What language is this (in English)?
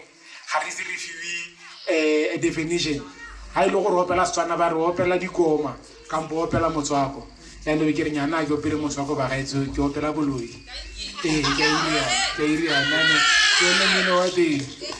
Tswana